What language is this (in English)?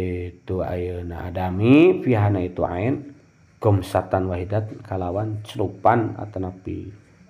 Sundanese